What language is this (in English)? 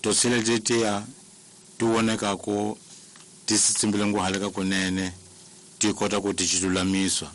Tsonga